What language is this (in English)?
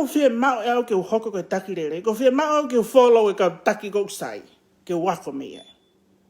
Tongan